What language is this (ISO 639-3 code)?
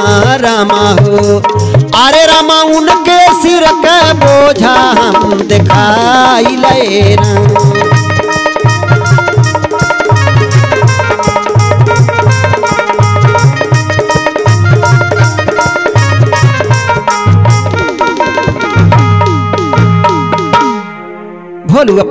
bho